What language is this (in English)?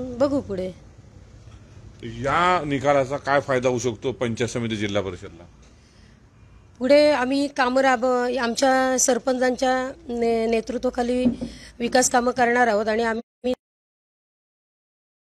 Marathi